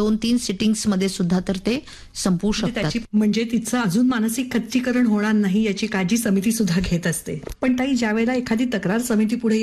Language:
Marathi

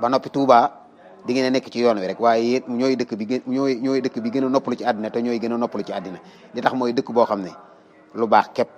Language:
Wolof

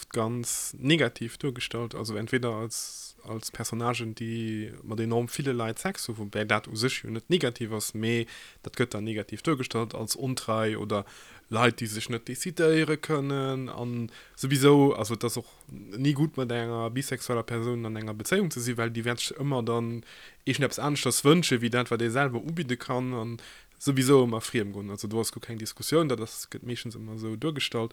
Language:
Luxembourgish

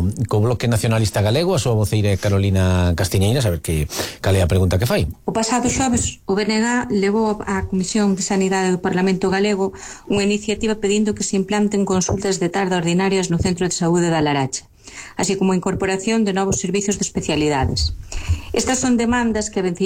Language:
Galician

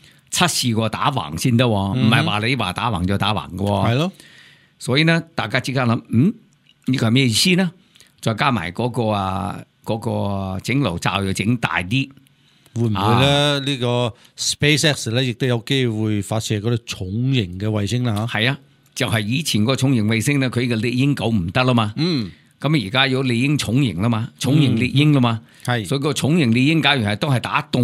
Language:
Cantonese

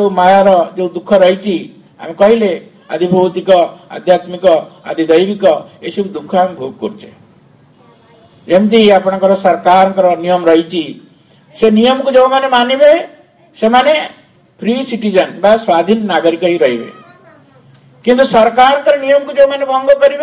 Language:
Odia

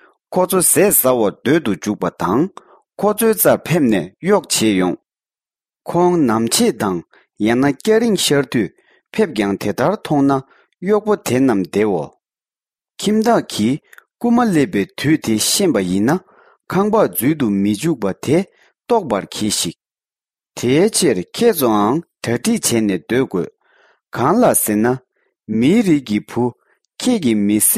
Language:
Tibetan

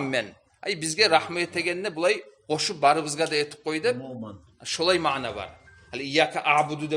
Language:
Kumyk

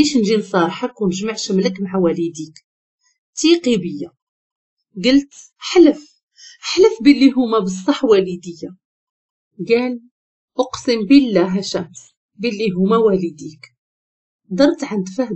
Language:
Moroccan Arabic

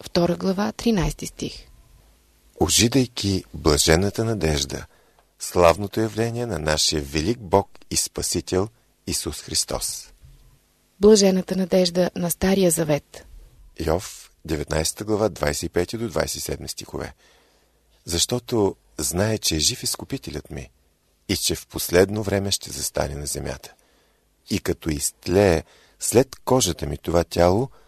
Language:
Bulgarian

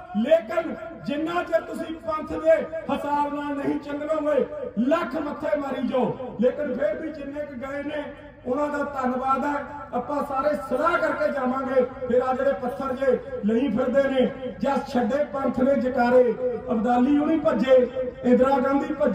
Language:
Punjabi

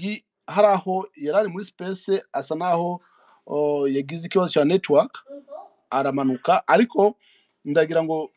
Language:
Kinyarwanda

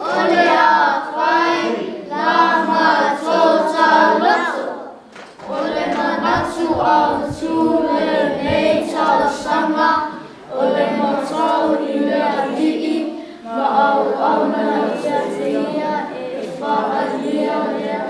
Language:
Samoan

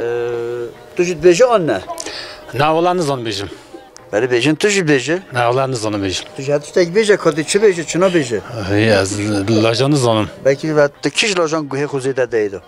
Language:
Kurdish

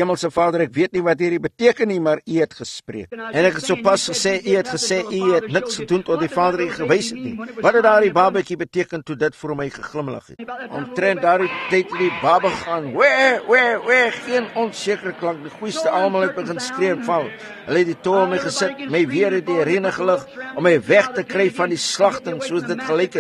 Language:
Afrikaans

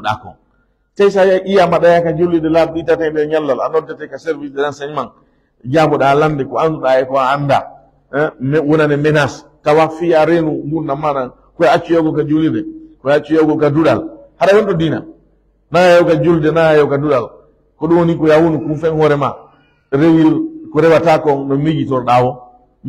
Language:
Fula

